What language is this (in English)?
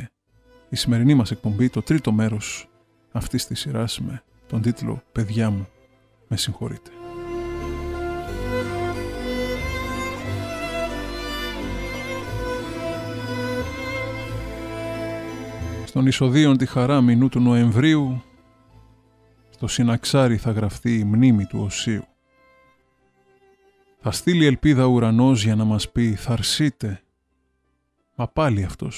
Greek